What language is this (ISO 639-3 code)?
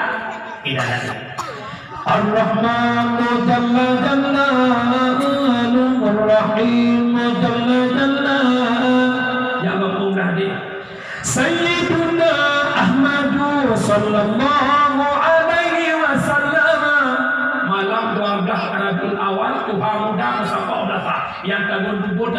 ace